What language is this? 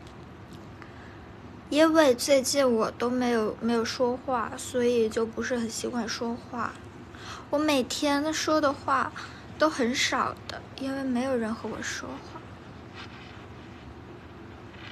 Chinese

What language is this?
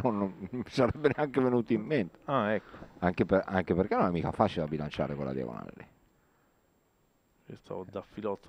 Italian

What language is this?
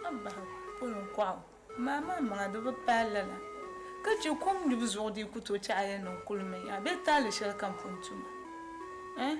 Dagbani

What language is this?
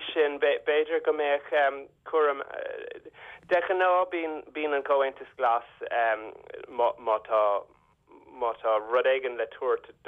Irish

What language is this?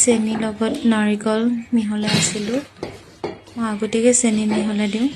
Assamese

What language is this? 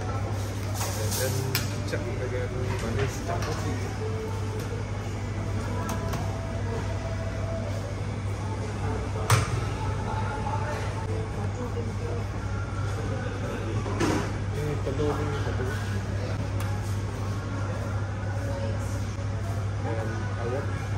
Malay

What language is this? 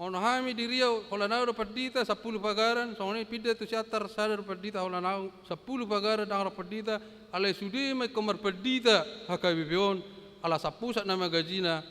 Batak Toba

